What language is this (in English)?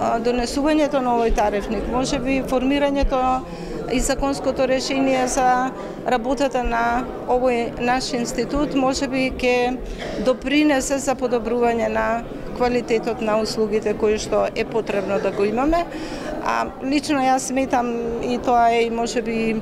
Macedonian